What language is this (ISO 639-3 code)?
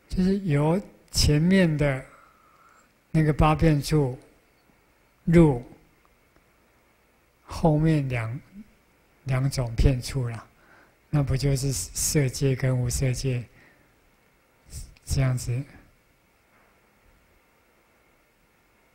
zho